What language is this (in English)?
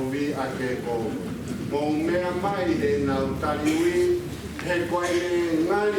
Tongan